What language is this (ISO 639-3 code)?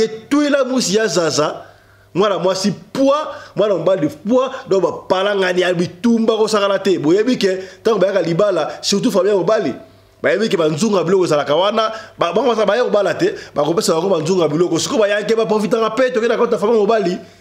lin